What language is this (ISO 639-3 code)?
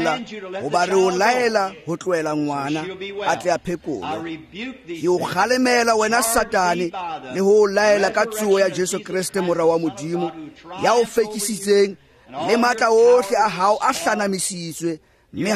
tsn